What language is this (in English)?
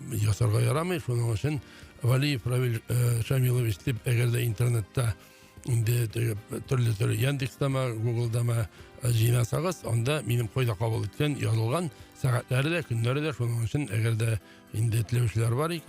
Tatar